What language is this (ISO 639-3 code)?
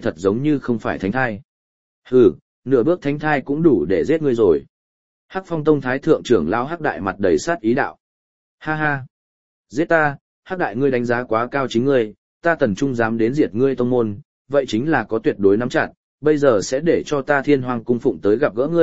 vie